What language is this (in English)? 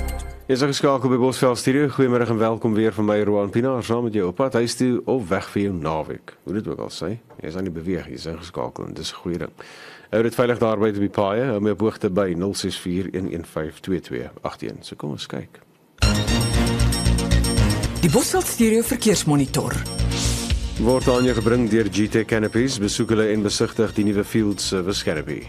Afrikaans